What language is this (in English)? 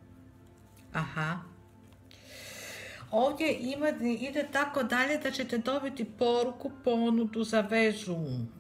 Croatian